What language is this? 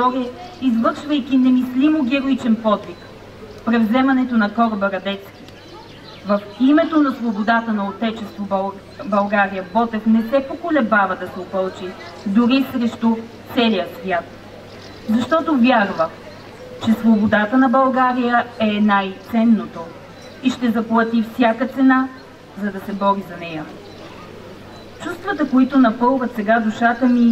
Bulgarian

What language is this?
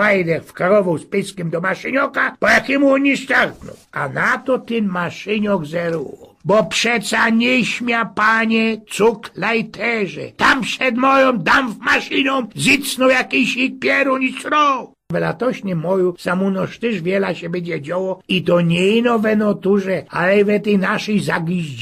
Silesian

